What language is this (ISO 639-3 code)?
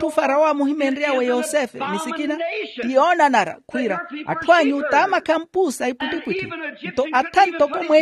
vmw